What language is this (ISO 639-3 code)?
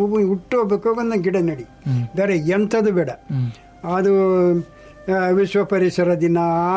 kan